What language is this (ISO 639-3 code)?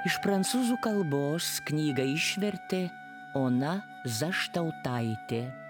lit